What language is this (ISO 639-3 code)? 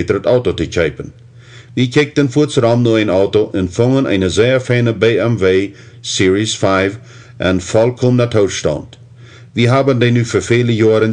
pdt